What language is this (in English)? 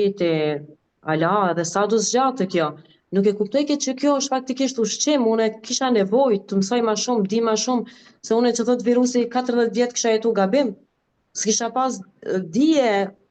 Albanian